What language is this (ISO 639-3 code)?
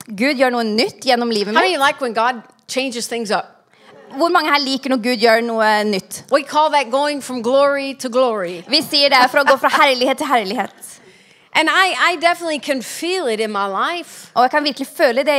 nor